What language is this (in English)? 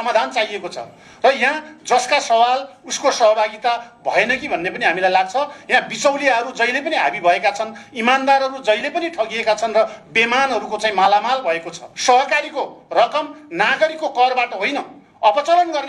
Nepali